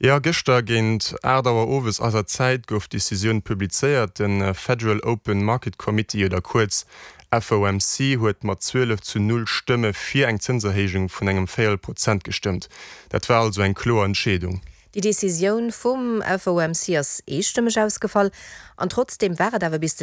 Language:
Luxembourgish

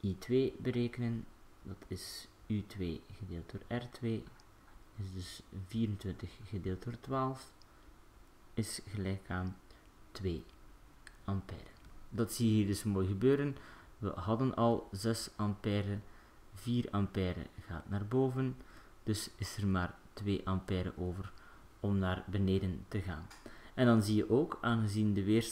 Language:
Dutch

